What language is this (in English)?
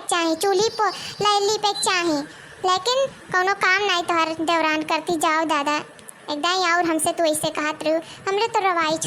Awadhi